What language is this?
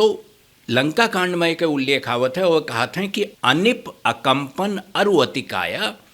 Awadhi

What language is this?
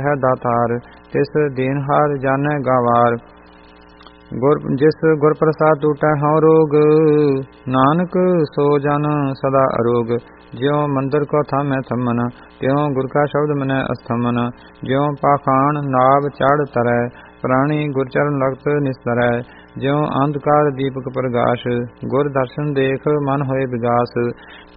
Punjabi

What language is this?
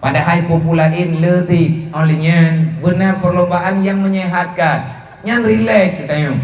Achinese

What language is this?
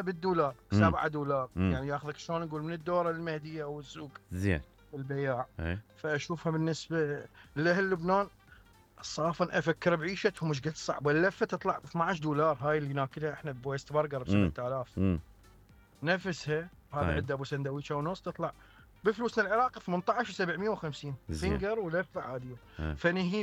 Mesopotamian Arabic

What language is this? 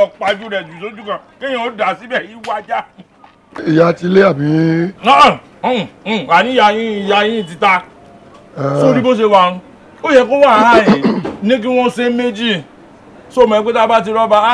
Yoruba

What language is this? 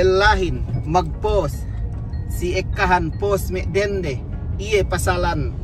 Yakan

